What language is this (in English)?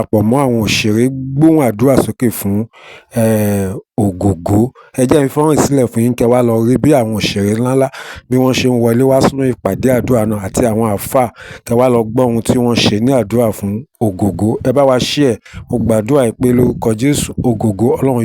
Yoruba